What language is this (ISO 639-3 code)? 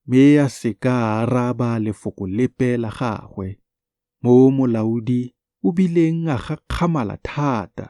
tsn